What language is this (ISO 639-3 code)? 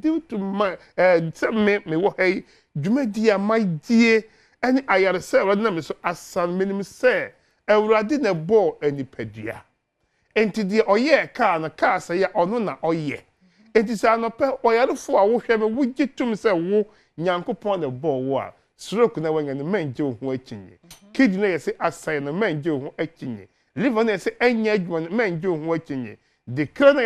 aka